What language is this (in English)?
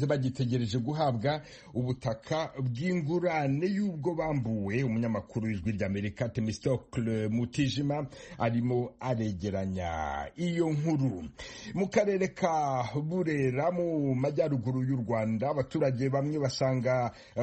Kinyarwanda